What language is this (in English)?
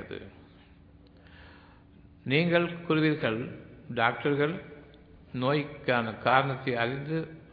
Tamil